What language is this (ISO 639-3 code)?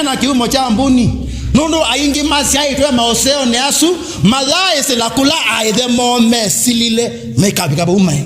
kam